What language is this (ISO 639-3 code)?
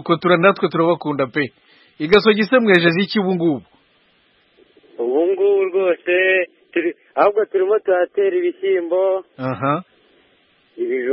kin